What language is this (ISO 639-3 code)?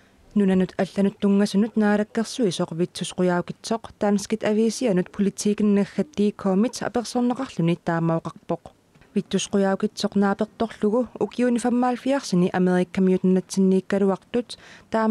kal